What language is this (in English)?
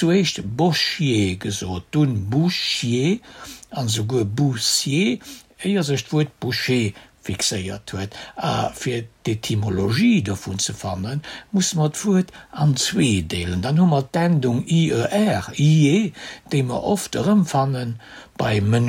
Luxembourgish